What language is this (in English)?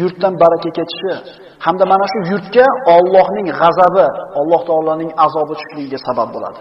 Uzbek